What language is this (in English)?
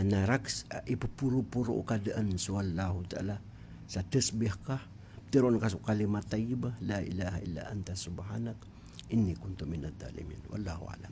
Maranao